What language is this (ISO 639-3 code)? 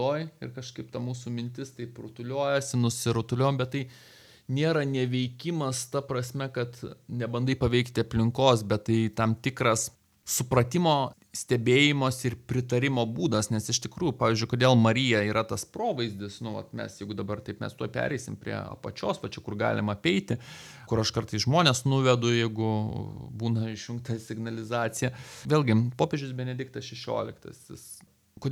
lit